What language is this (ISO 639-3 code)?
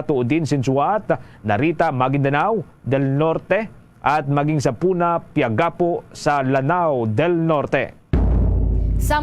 hil